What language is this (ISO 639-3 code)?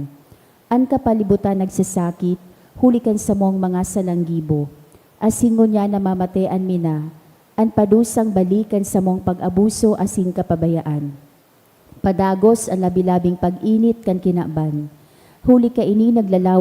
bik